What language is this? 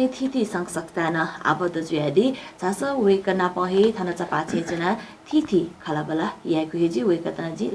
Newari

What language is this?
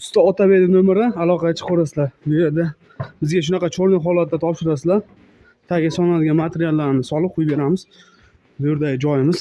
Uzbek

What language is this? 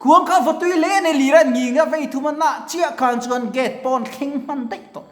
Mizo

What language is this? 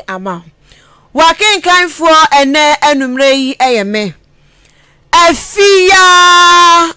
Akan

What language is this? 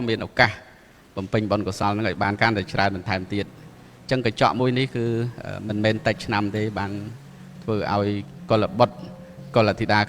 Khmer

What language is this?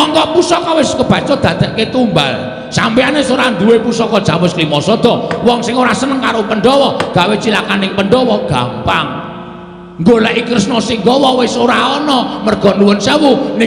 Javanese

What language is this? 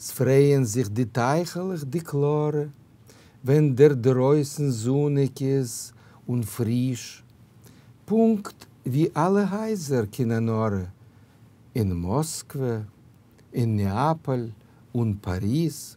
Yiddish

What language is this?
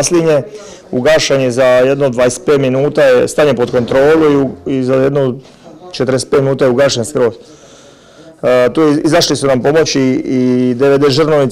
Croatian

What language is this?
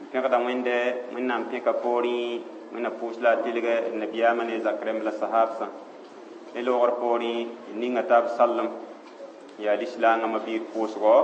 Mossi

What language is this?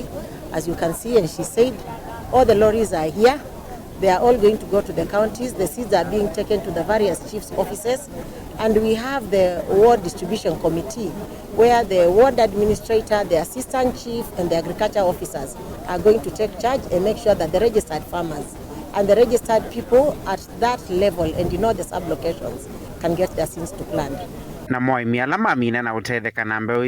Kamba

